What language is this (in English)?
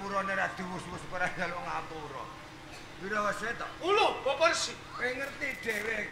Javanese